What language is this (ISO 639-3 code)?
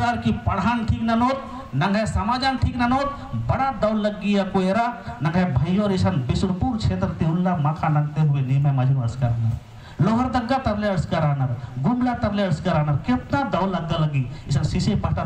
kru